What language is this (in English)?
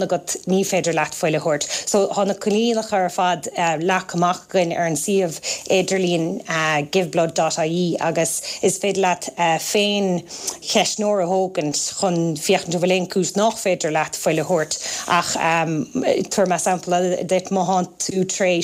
Irish